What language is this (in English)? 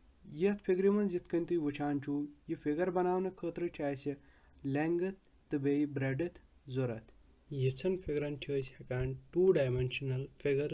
Kashmiri